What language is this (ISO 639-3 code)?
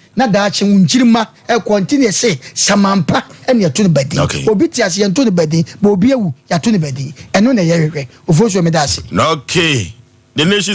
aka